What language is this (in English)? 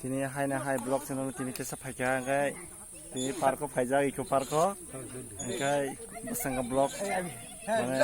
Kok Borok